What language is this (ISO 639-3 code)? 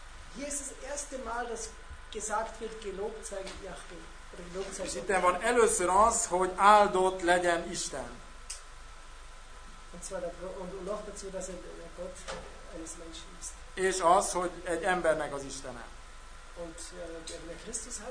hun